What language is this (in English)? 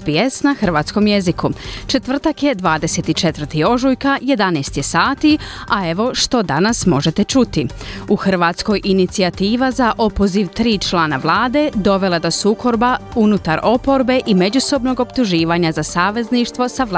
Croatian